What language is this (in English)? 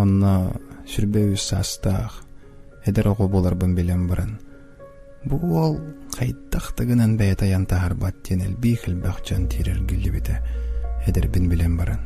Yakut